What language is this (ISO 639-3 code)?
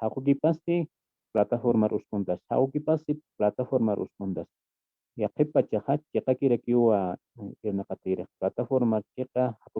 aym